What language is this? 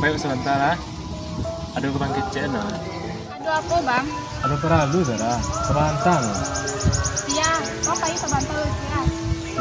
Minangkabau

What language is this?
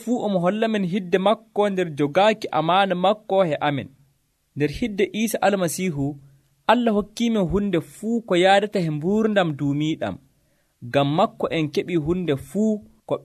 Nigerian Fulfulde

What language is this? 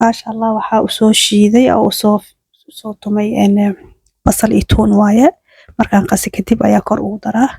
Somali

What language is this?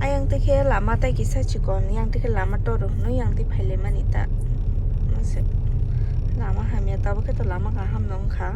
Kok Borok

